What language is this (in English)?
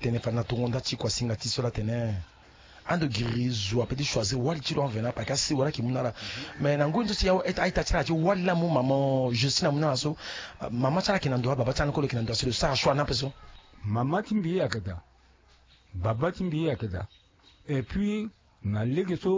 Sango